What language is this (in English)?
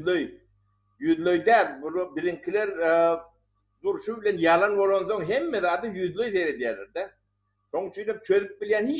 Turkmen